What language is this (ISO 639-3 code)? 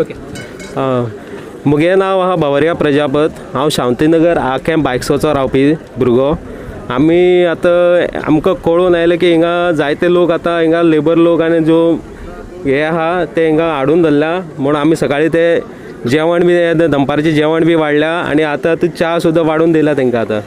kok